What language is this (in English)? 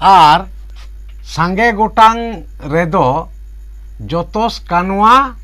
Santali